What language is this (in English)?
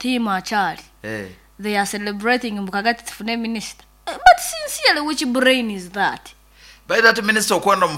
Nyankole